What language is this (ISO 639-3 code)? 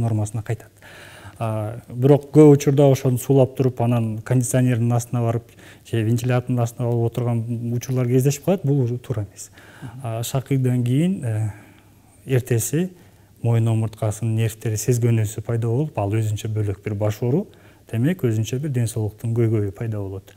kir